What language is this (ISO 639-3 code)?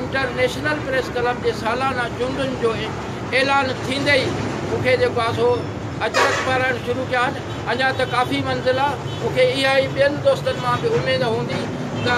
snd